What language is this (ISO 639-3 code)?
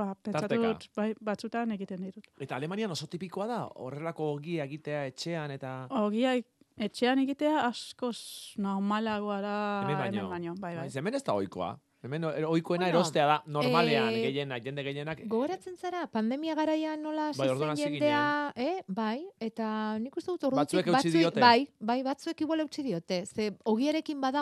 eus